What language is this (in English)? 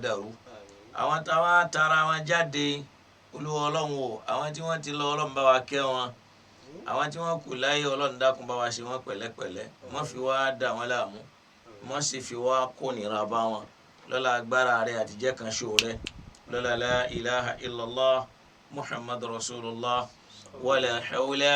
Yoruba